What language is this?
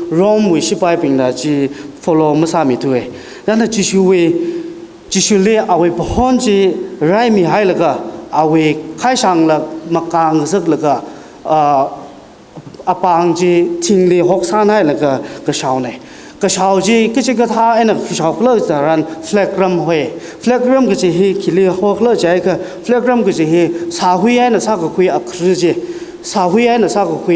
Tangkhul Naga (India)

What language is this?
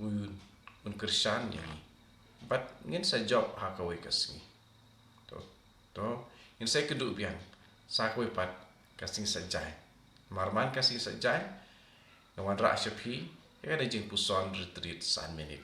Khasi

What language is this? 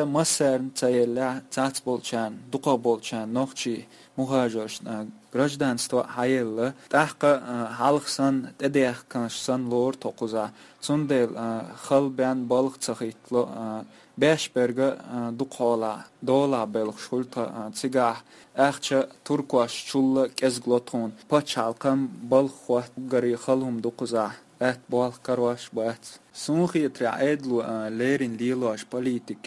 Chechen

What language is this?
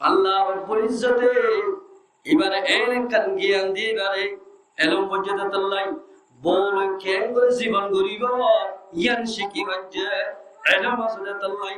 Rohingya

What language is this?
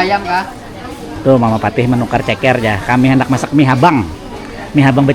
Banjar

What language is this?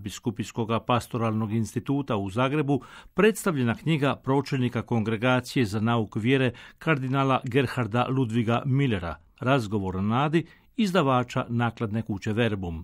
Croatian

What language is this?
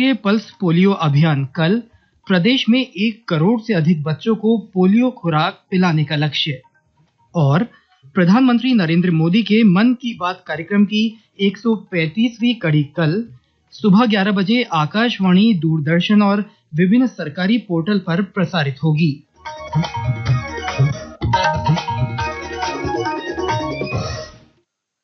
Hindi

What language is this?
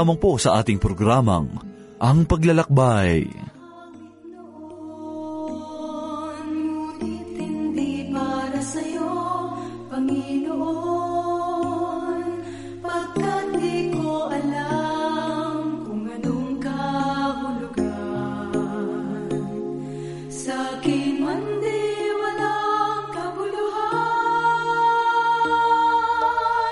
Filipino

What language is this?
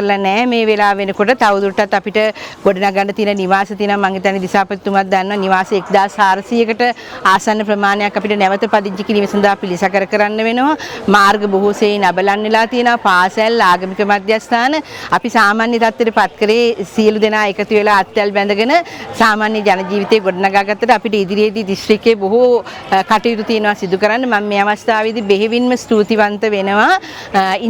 Sinhala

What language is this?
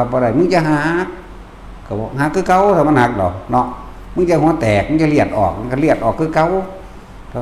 Northeastern Thai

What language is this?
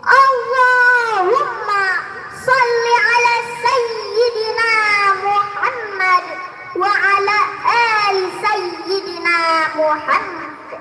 Banjar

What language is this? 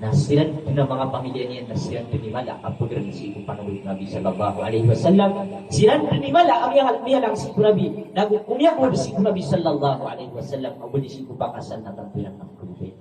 Maranao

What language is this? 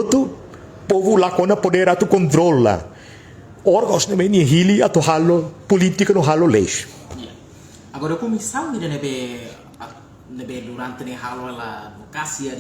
Tetum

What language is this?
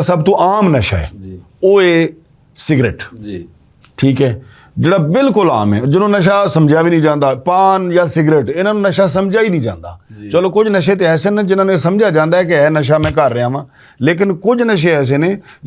Western Panjabi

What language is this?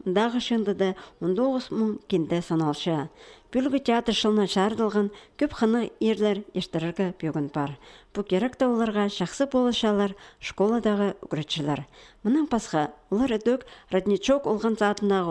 Khakas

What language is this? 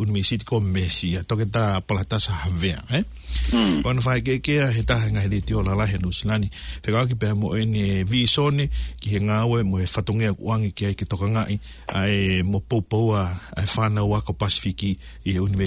Tongan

